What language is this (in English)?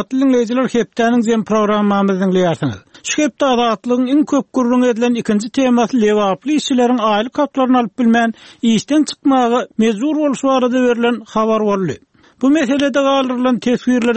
Turkmen